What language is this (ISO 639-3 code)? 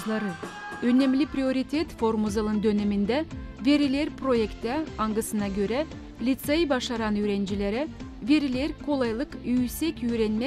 gag